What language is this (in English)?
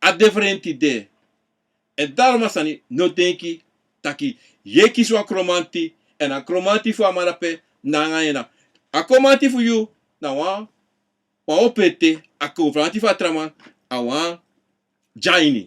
Sranan Tongo